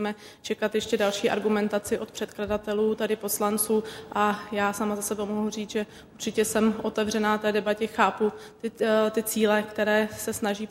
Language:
Czech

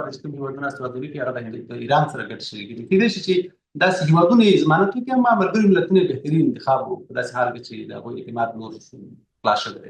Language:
Pashto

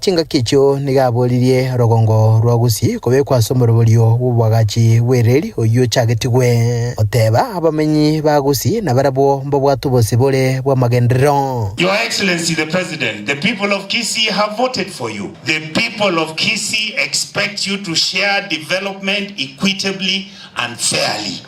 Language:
Gusii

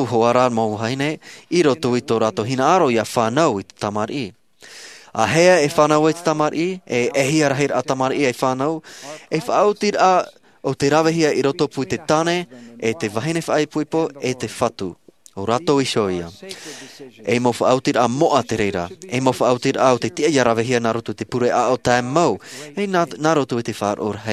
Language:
Tahitian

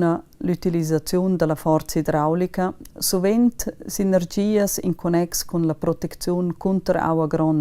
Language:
Romansh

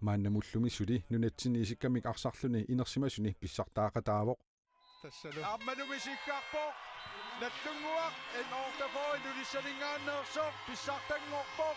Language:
Kalaallisut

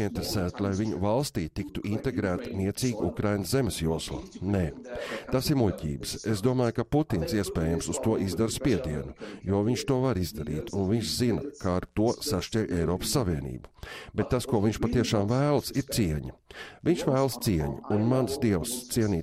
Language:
Latvian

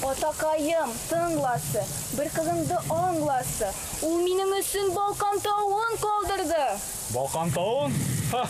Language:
Bashkir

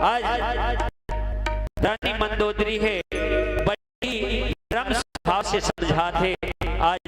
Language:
Chhattisgarhi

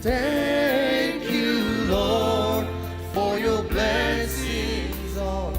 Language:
Ao Naga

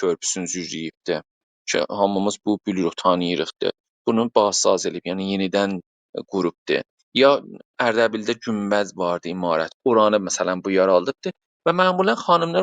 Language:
South Azerbaijani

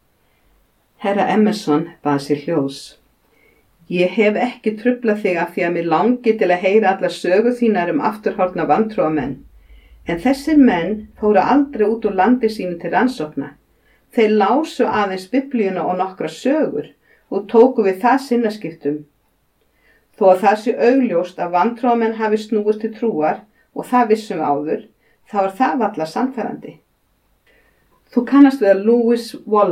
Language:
Icelandic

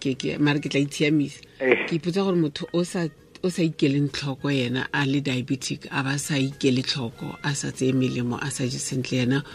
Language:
Tswana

